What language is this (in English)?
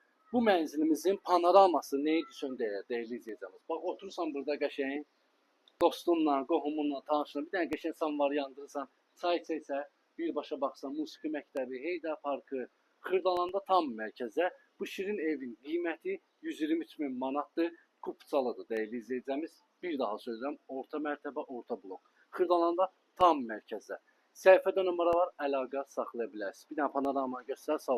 Azerbaijani